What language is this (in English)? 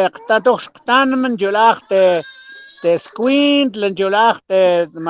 Mam